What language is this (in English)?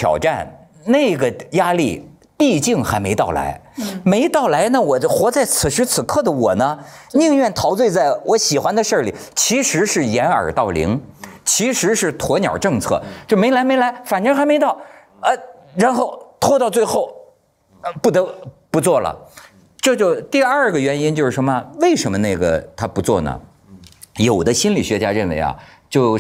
Chinese